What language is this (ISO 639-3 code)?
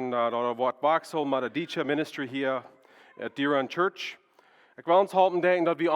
pdt